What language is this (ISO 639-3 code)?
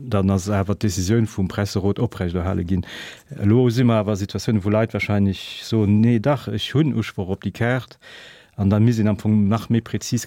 ltz